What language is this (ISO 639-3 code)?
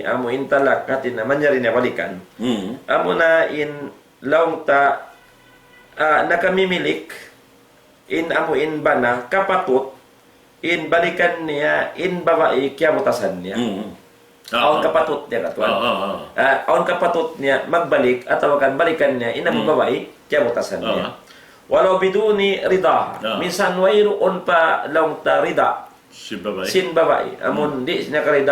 tsg